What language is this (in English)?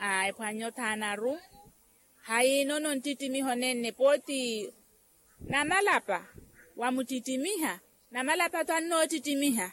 Makhuwa